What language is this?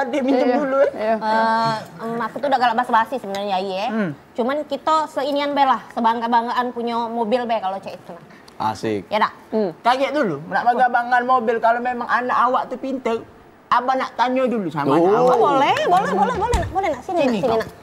Musi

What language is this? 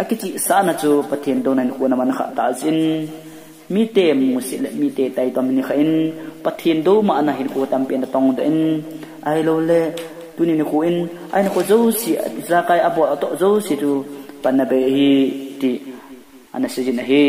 Thado Chin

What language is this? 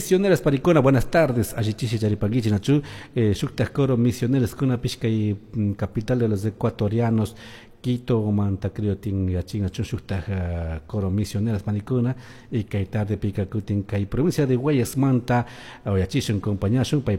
Chimborazo Highland Quichua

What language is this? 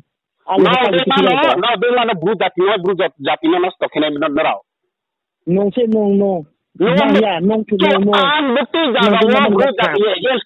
Riang (India)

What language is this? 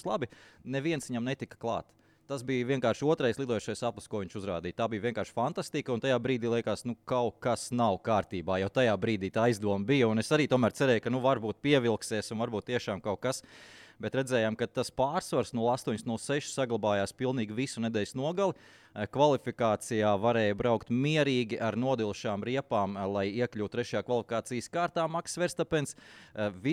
Latvian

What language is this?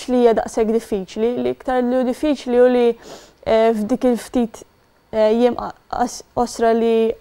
Maltese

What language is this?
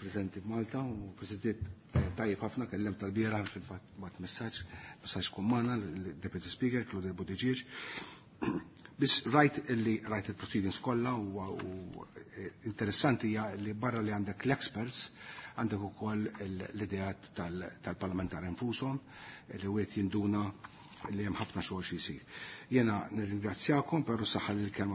Maltese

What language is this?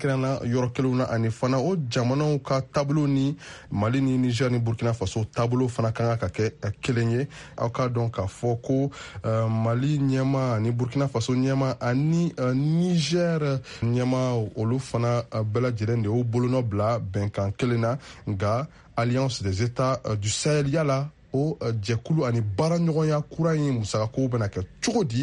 Bambara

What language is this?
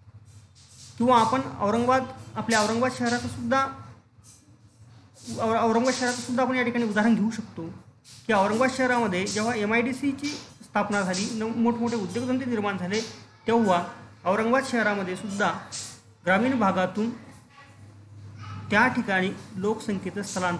Marathi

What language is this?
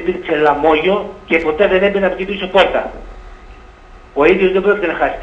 Greek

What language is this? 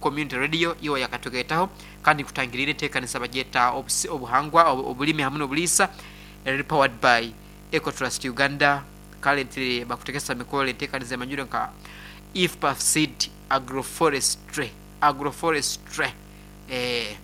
Nyoro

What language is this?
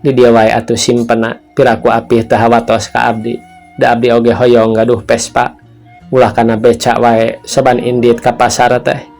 Sundanese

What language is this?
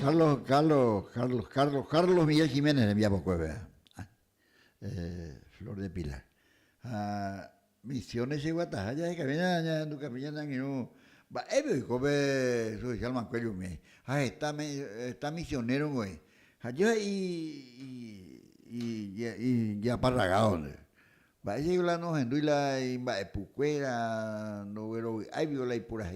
Guarani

